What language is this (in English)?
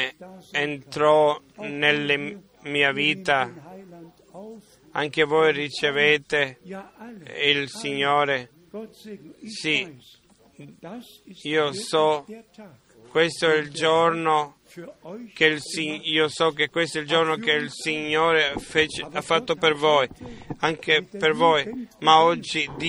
Italian